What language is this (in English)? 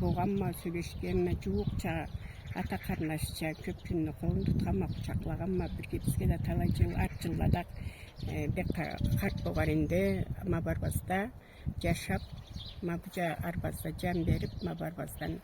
Karachay-Balkar